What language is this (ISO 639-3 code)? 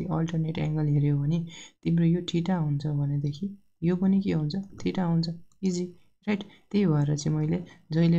nep